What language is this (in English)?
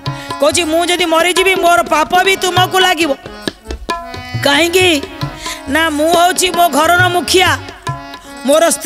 Odia